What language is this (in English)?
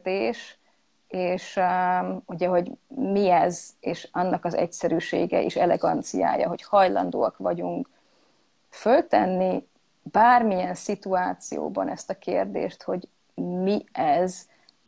Hungarian